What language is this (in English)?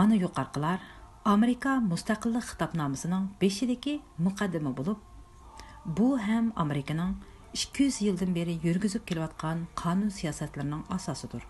Uyghur